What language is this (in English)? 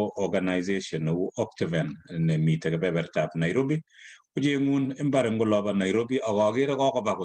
Kalenjin